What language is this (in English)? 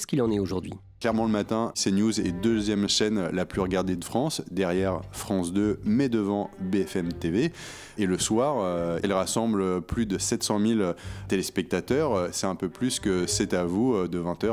French